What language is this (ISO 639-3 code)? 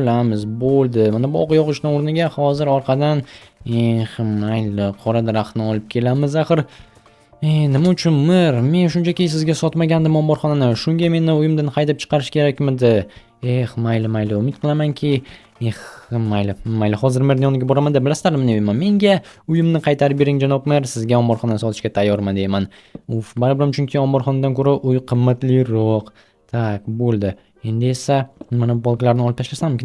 uzb